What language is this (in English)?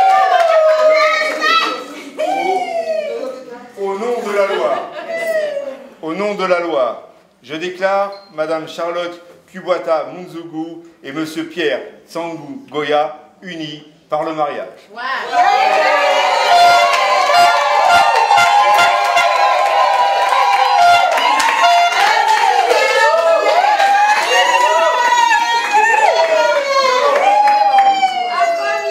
French